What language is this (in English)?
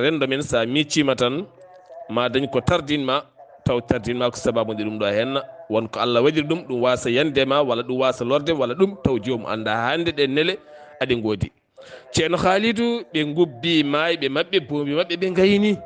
Fula